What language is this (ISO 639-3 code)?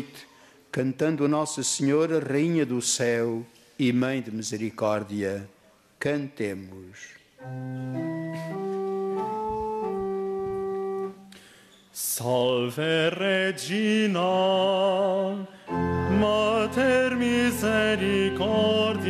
por